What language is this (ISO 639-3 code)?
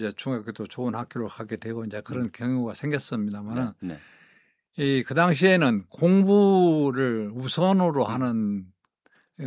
kor